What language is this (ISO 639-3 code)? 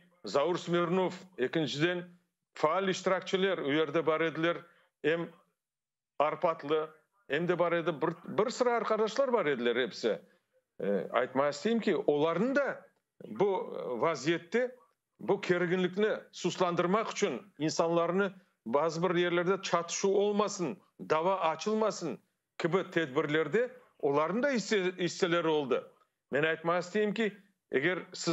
crh